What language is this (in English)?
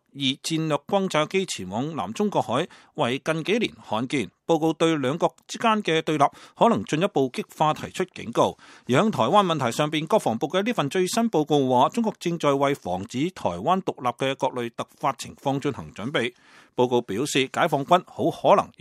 Cantonese